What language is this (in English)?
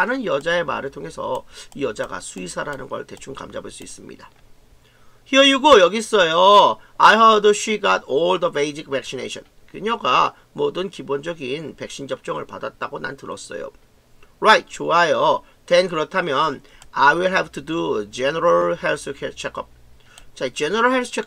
Korean